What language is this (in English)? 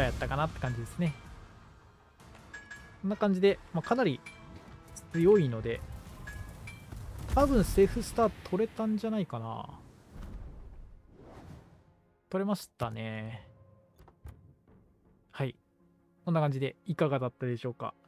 Japanese